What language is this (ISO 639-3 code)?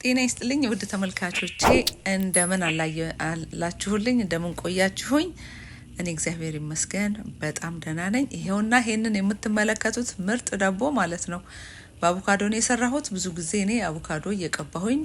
amh